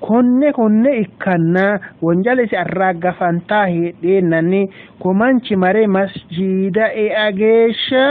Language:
Sidamo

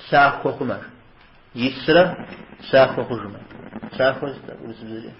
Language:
Kabardian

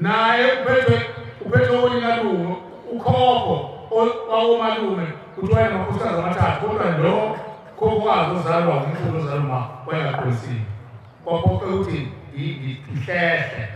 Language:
Zulu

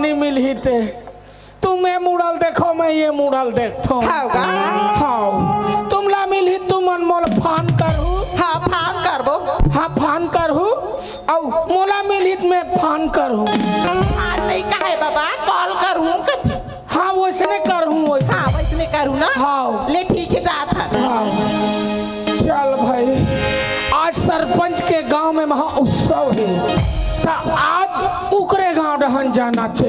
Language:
Chhattisgarhi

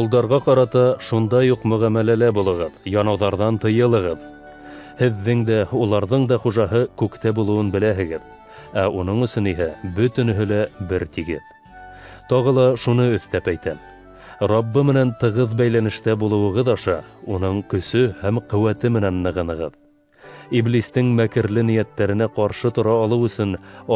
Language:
Bashkir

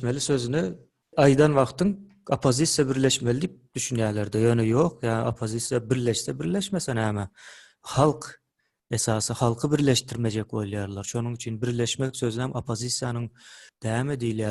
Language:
Turkmen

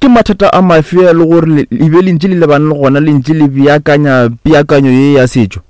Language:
Northern Sotho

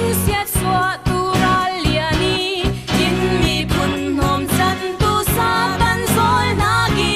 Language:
Falam Chin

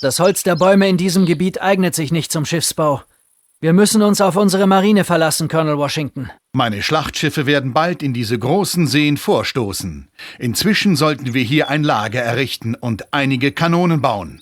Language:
Bavarian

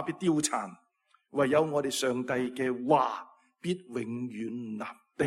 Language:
Cantonese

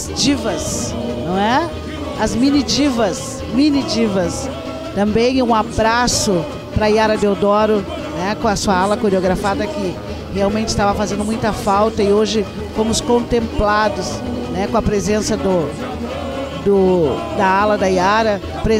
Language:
Portuguese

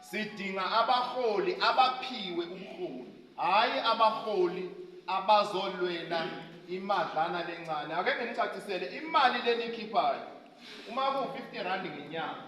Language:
Zulu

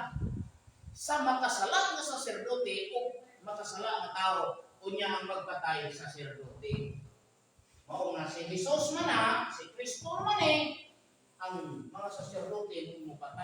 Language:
Cebuano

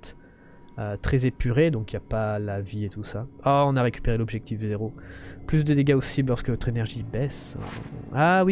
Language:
French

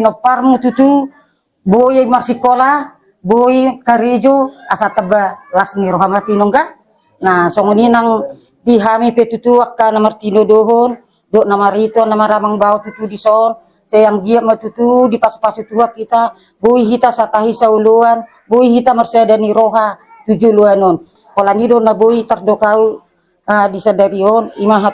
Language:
Batak Toba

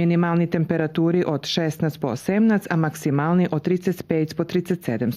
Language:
Rusyn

